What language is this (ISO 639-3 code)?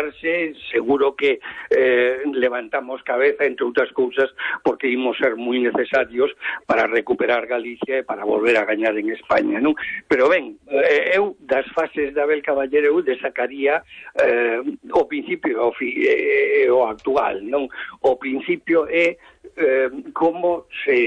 glg